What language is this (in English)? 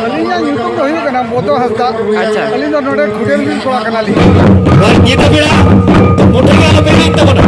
Santali